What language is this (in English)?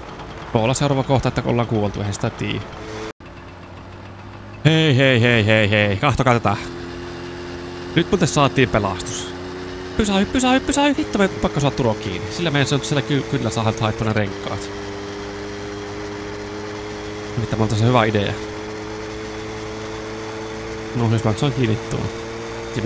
Finnish